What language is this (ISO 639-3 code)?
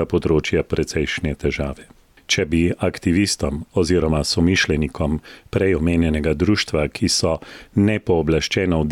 slv